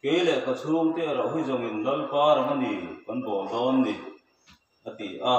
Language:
Mizo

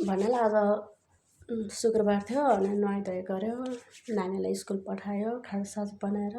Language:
Nepali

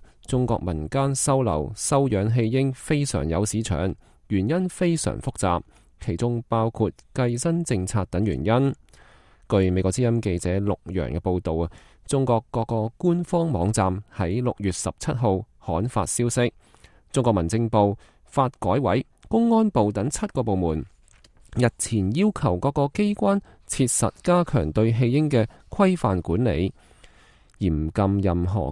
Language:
Cantonese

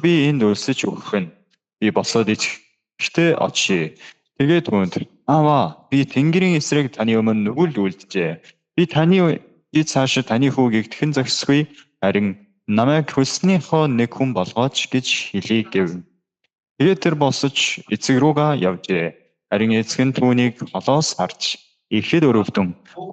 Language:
Mongolian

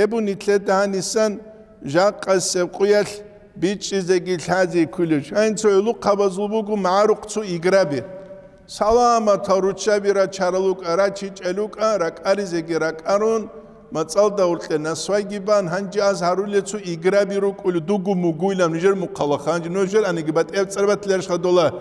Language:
Avaric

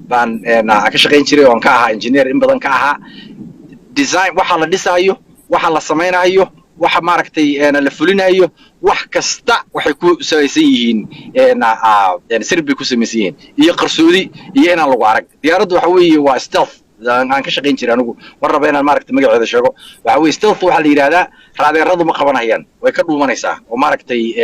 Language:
Somali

